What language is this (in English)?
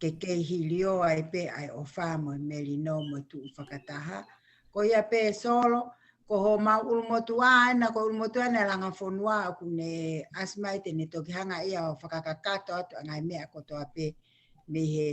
Tongan